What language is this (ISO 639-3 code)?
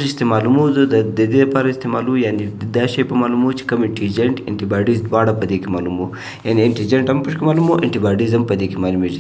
pus